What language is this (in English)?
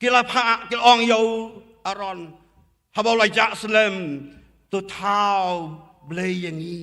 Khasi